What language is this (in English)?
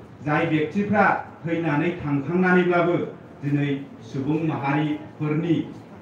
Bodo